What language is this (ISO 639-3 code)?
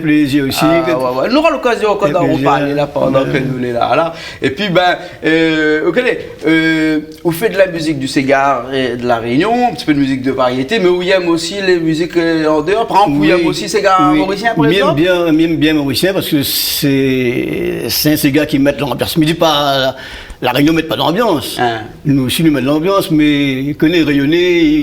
rcf